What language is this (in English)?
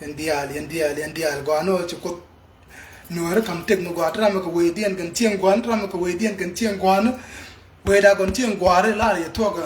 Nuer